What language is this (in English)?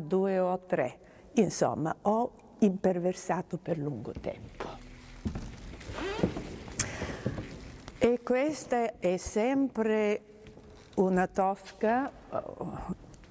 Italian